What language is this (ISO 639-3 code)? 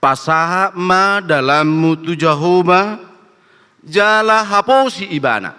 bbc